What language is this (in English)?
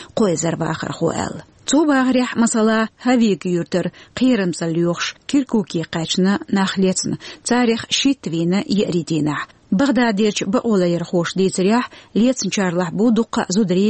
Chechen